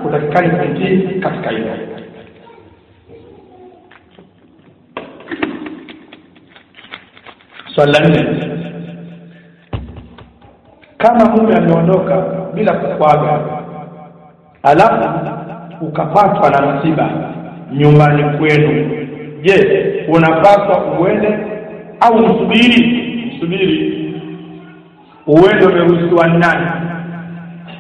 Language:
Swahili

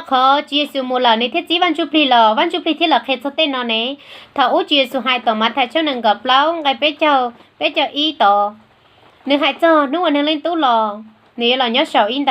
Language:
Hmong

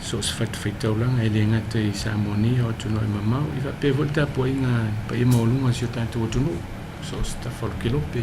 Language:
Samoan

